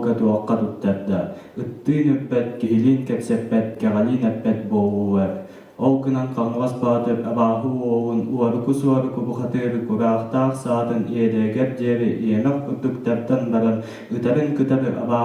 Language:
Yakut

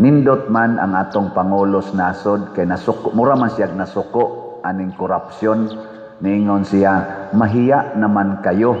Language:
Cebuano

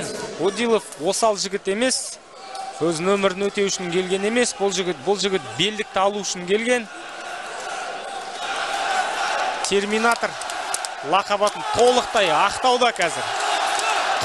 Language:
Kazakh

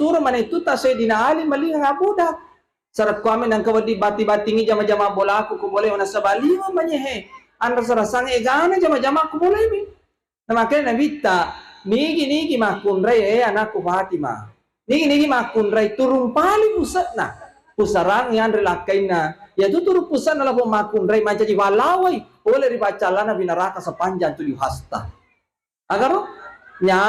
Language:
Buginese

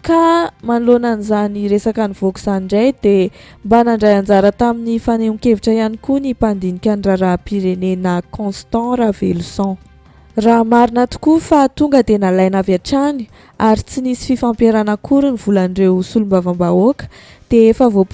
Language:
Malagasy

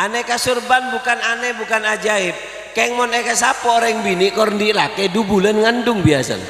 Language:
Madurese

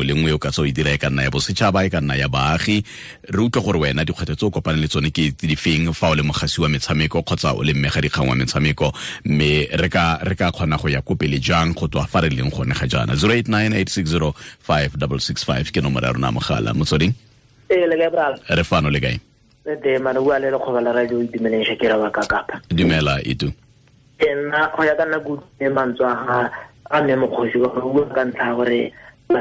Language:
Tswana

